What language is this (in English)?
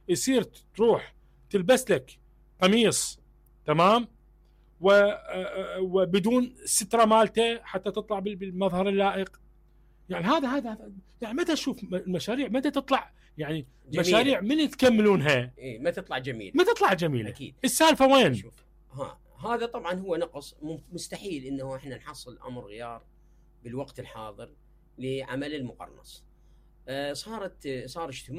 Mesopotamian Arabic